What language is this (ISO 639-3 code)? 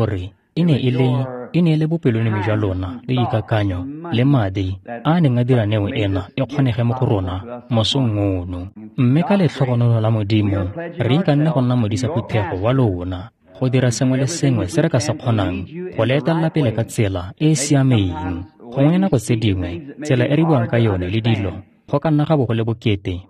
tsn